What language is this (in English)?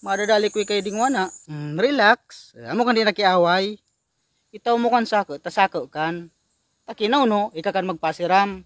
Bikol